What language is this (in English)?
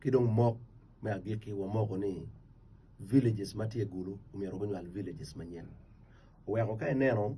Acoli